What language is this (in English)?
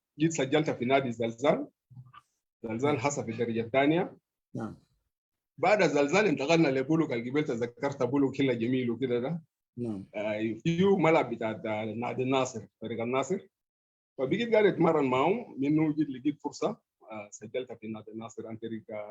Sudanese Arabic